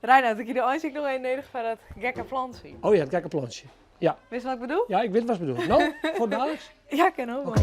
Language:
Western Frisian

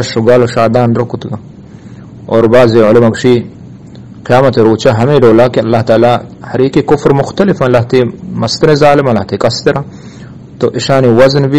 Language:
Eastern Balochi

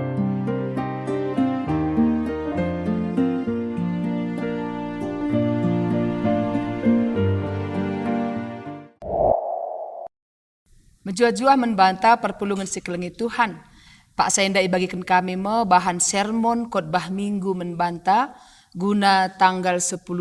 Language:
Batak Karo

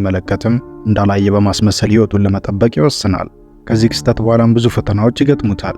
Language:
Amharic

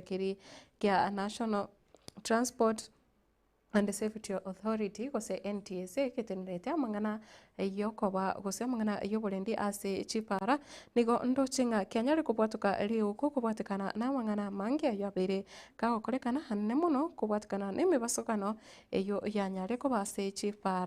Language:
Gusii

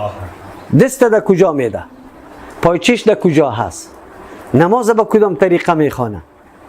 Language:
Persian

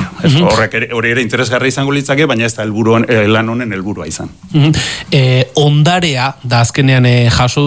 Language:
Basque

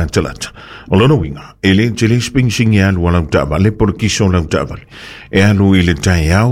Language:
Samoan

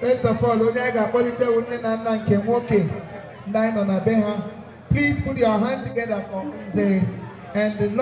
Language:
Igbo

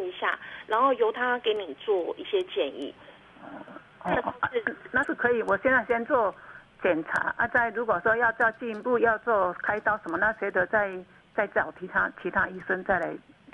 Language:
Chinese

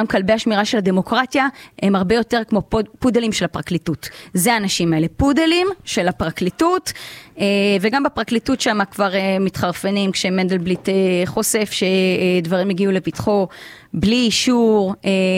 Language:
Hebrew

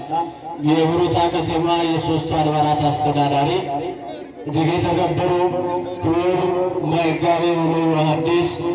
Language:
Amharic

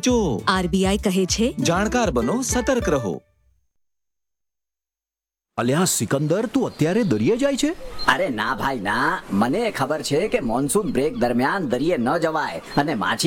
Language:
Gujarati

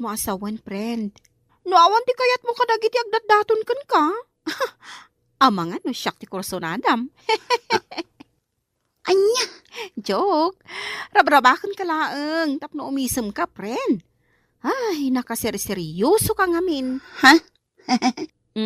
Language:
Iloko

